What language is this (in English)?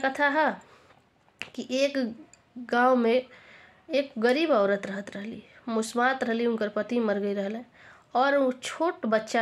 Bhojpuri